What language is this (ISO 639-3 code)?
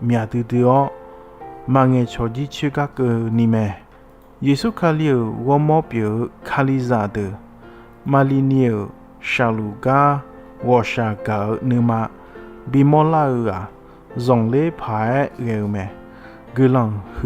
ahk